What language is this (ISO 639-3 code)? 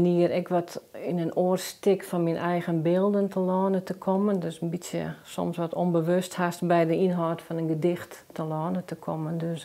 fry